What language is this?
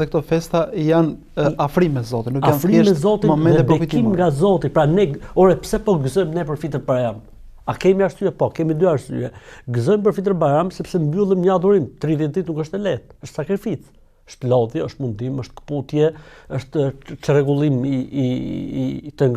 Albanian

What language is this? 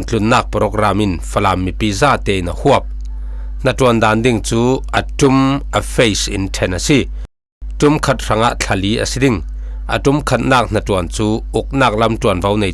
Falam Chin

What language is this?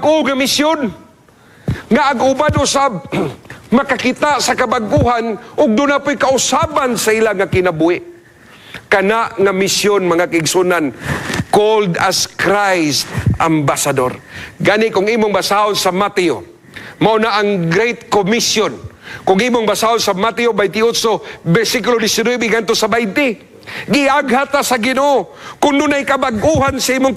Cebuano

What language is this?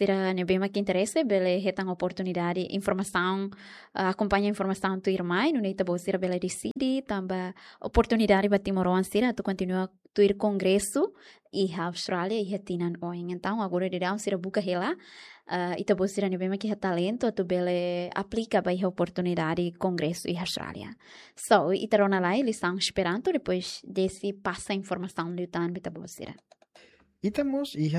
Tetum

